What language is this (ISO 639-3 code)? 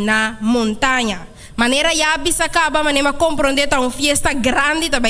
pap